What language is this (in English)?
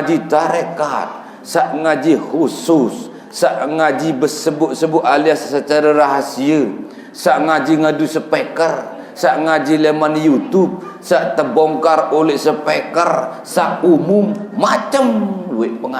Sasak